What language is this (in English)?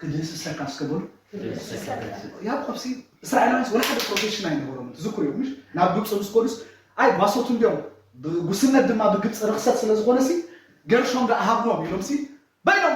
Tigrinya